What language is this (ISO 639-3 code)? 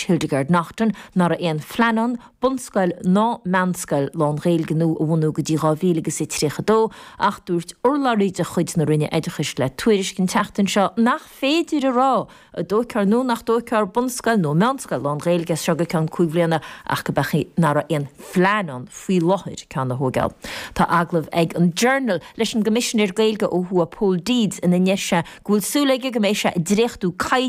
gle